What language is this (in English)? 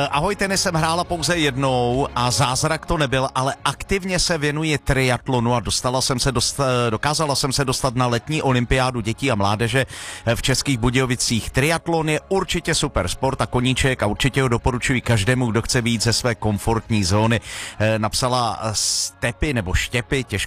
Czech